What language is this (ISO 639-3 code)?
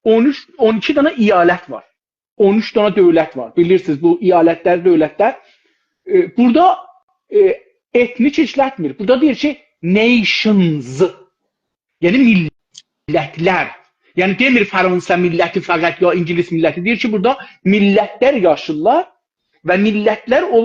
azb